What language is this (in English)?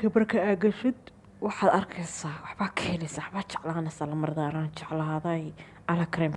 Somali